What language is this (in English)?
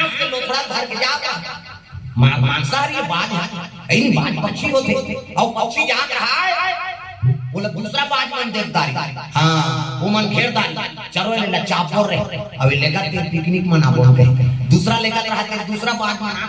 Chhattisgarhi